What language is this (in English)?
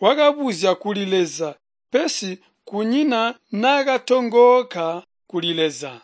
Tonga (Zambia)